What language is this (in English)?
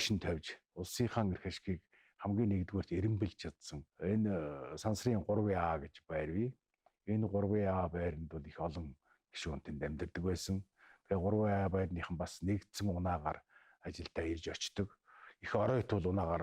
Mongolian